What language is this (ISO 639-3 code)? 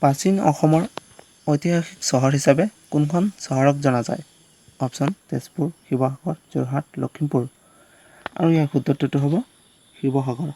asm